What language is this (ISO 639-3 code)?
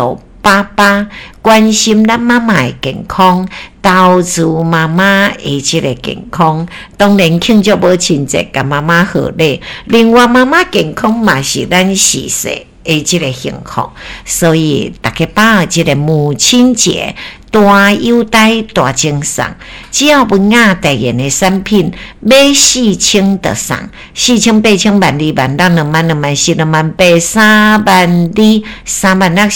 nan